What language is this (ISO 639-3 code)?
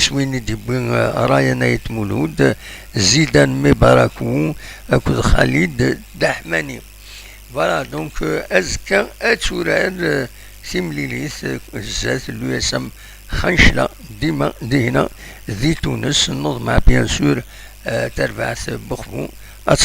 kab